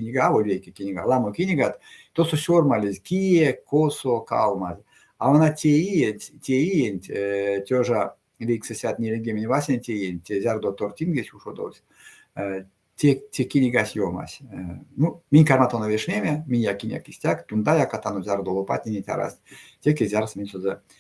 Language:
Erzya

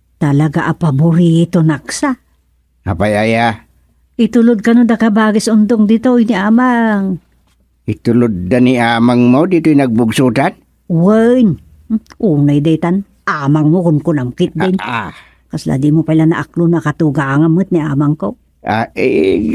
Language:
Iloko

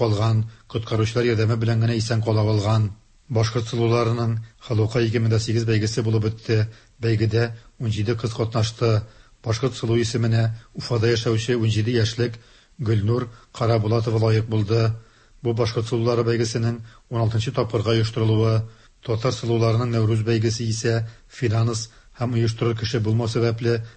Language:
Tatar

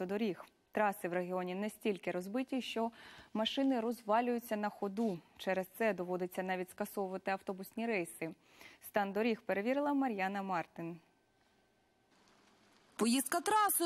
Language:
Ukrainian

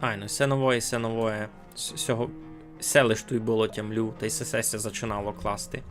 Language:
Rusyn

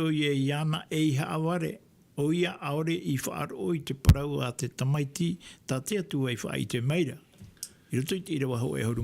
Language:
Tahitian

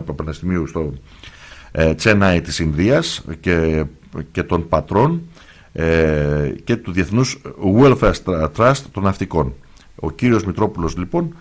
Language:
Greek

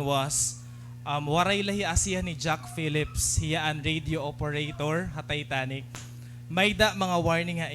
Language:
Waray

